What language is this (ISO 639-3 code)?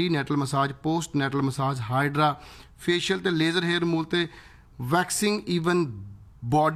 pan